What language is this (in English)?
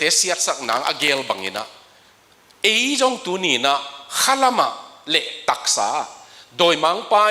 Tedim Chin